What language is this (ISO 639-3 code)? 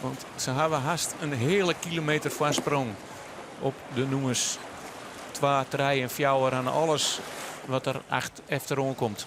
fry